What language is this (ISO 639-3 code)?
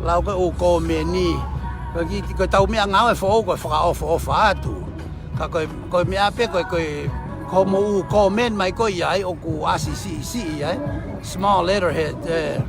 ton